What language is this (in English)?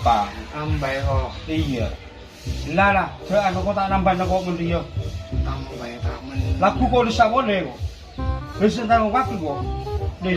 Madurese